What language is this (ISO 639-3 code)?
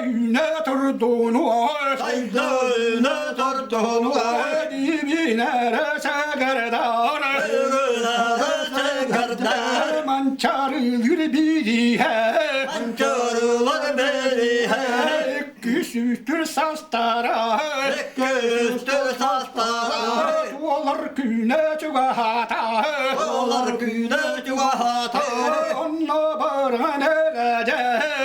sah